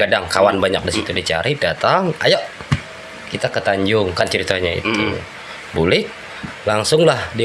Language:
Banjar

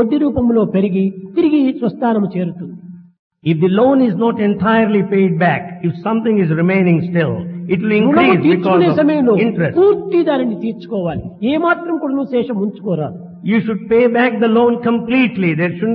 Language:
Telugu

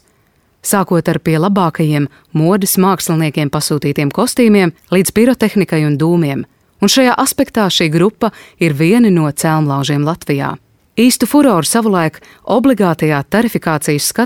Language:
Latvian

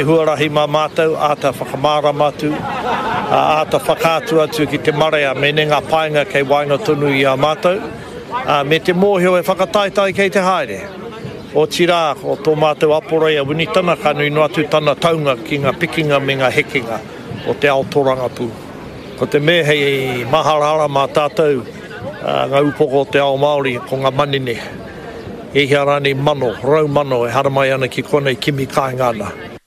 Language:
Māori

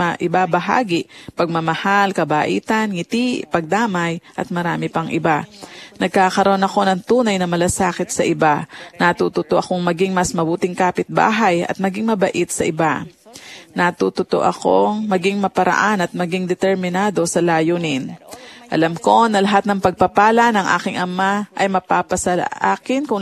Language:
Filipino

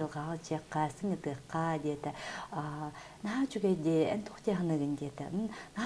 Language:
Yakut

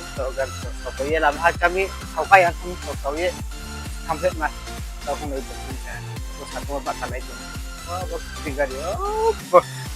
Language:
Riang (India)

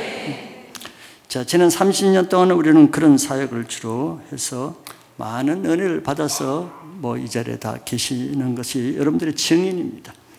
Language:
Korean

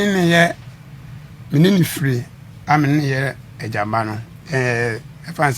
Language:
Akan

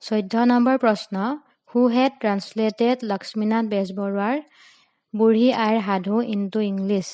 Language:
Assamese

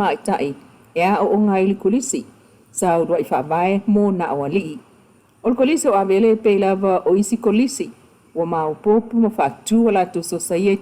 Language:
Samoan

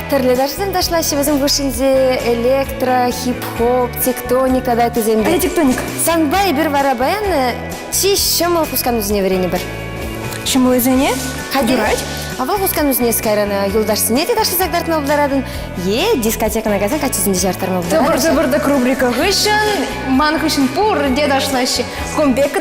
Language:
Chuvash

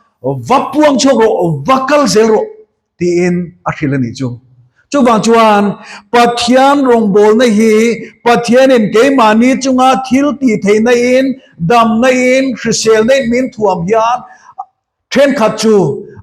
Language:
Mizo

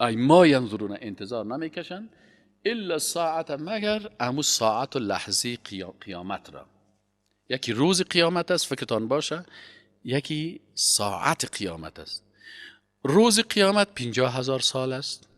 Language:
Persian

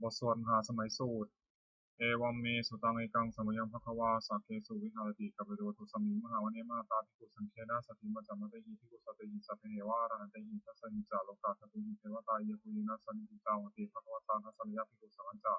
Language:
Pali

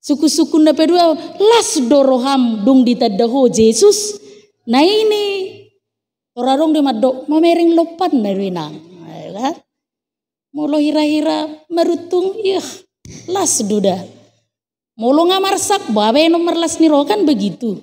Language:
Batak Toba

